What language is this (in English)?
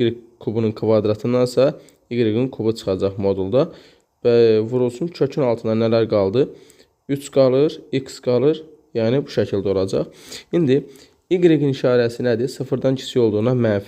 Azerbaijani